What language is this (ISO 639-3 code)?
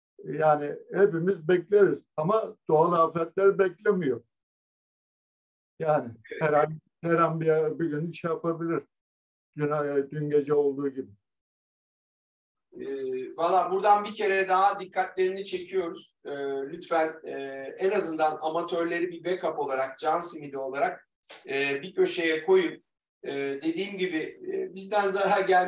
tur